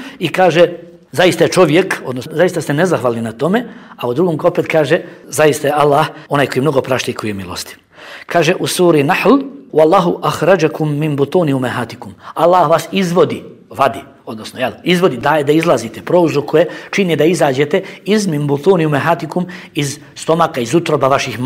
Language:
Bosnian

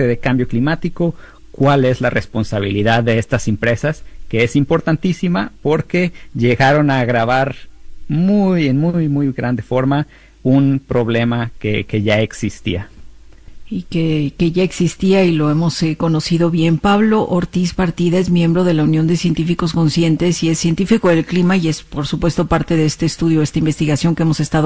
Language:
Spanish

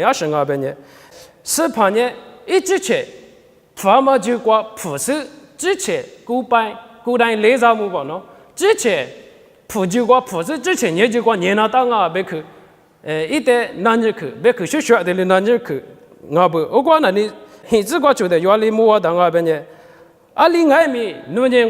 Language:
Lisu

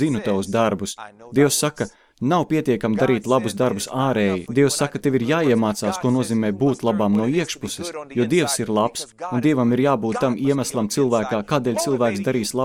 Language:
Latvian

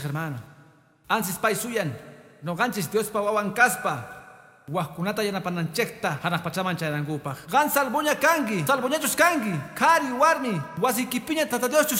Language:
Quechua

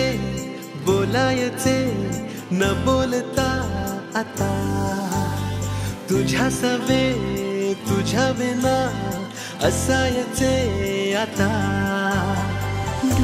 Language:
Marathi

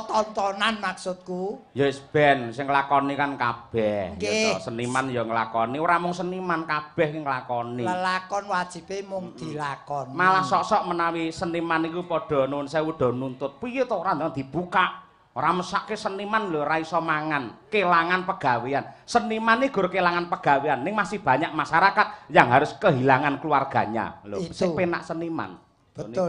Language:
Javanese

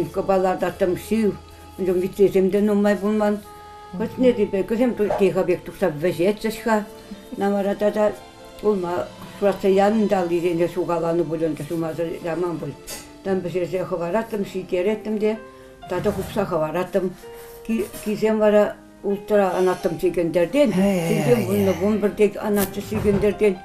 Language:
Chuvash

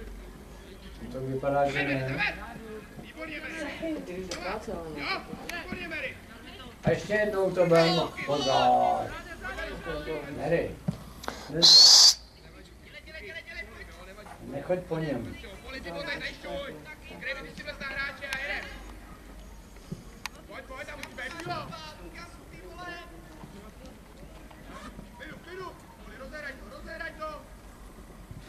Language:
Czech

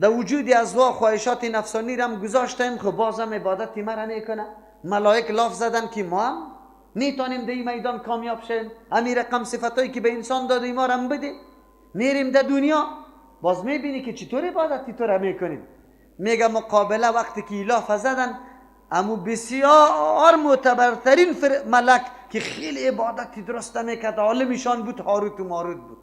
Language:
Persian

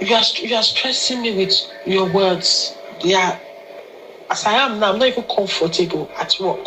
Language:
Nigerian Pidgin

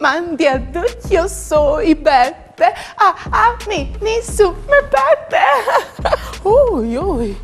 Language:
Friulian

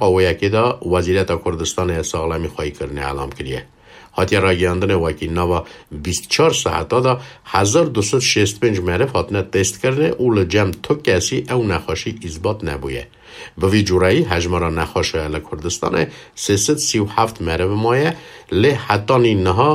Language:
Kurdish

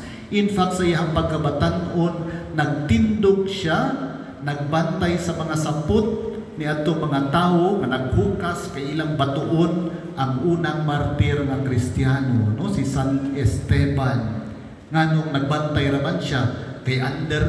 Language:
Cebuano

